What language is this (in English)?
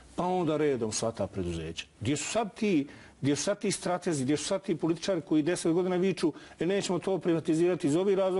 Bosnian